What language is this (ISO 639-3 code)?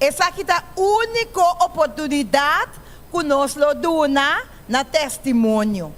pap